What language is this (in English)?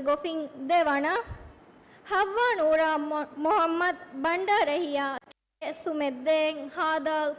Divehi